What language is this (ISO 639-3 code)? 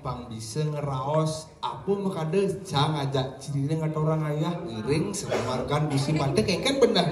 ban